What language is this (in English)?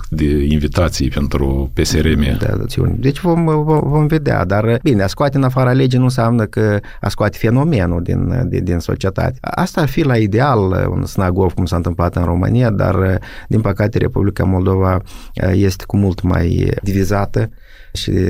Romanian